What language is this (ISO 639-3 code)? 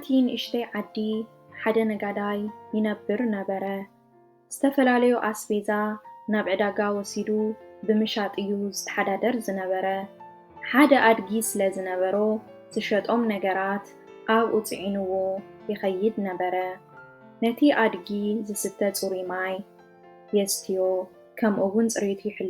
tir